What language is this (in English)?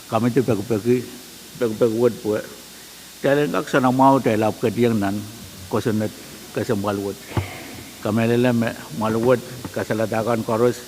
Pohnpeian